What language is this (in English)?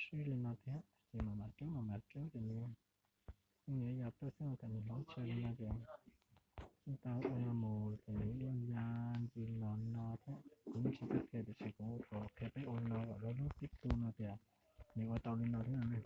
Hmong